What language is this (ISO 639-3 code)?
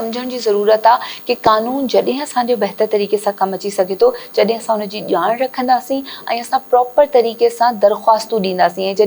snd